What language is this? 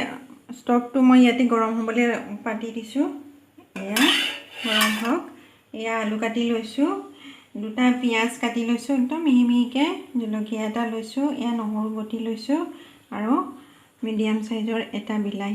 Assamese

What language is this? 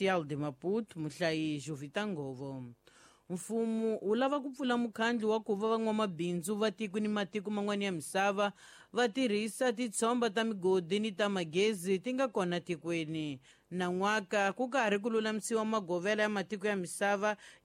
Tsonga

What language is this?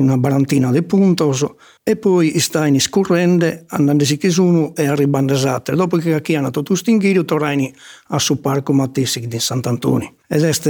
Sardinian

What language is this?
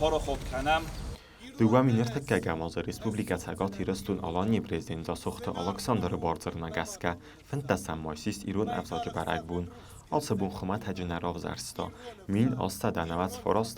Ossetic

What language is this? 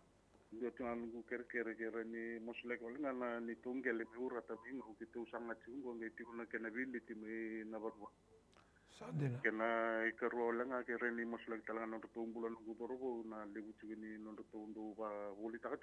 Fijian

